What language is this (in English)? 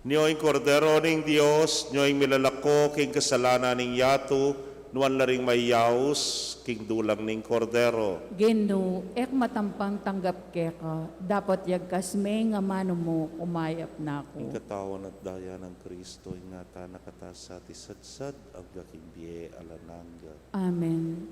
Pampanga